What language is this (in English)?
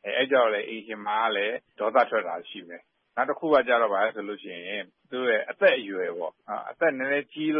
Burmese